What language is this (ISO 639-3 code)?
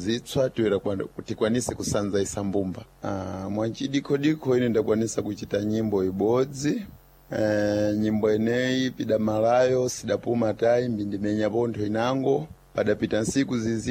seh